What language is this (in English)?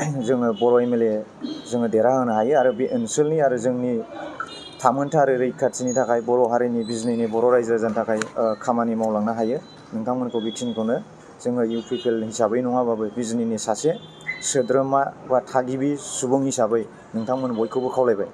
Bodo